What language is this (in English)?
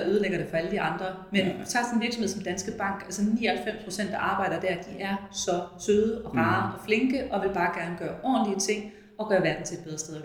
Danish